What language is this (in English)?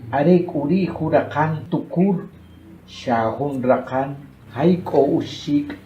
Achi